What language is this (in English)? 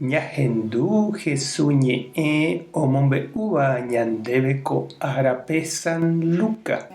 Guarani